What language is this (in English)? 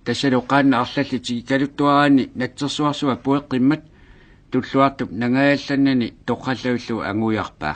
Kalaallisut